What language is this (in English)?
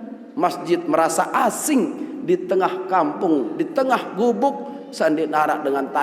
Sasak